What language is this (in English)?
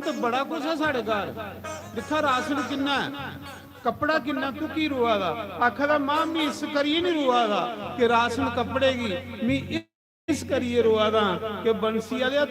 Dogri